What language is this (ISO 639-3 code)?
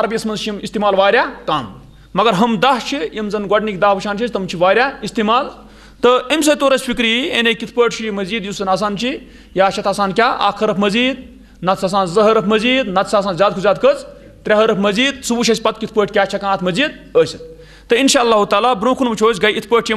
kas